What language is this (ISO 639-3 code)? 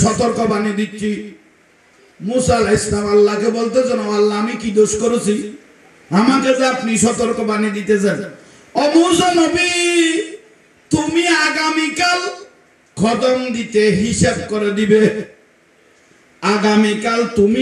ben